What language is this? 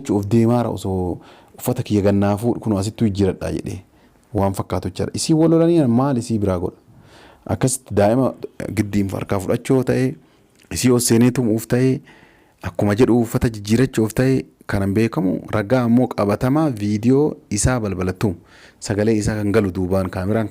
Oromo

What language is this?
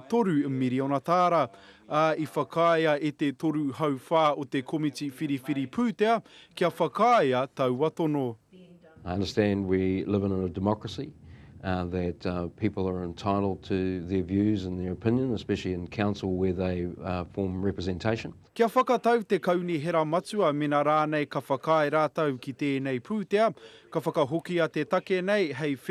Māori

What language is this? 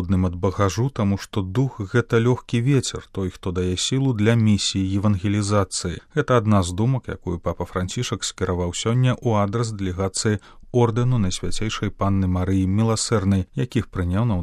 Belarusian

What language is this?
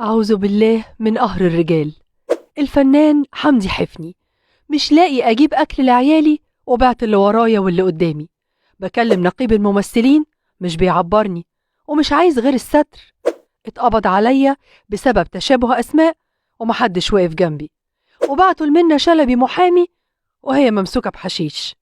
Egyptian Arabic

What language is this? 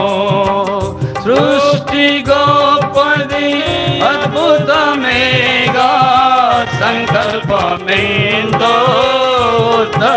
Telugu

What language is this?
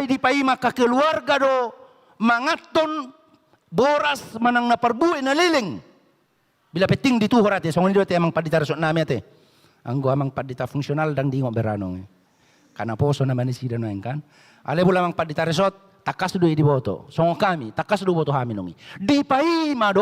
Batak Toba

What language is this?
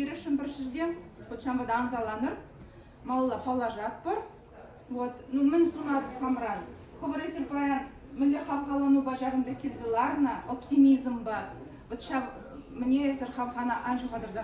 Chuvash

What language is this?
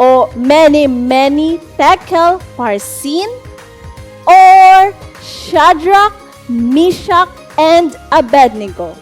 Hiligaynon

